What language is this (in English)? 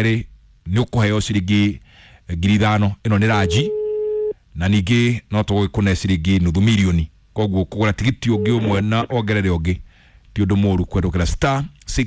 Kikuyu